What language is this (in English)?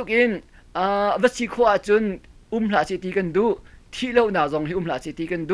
Hakha Chin